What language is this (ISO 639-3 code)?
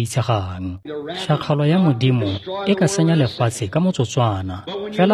tsn